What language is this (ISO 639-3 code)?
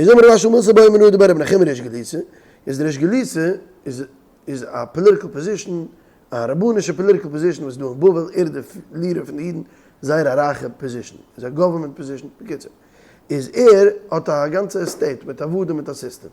yid